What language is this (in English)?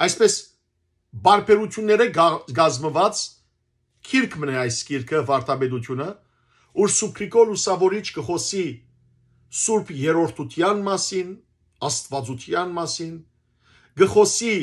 Western Armenian